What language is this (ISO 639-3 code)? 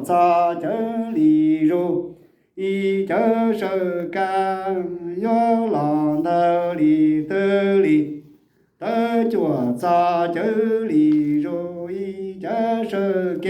hmn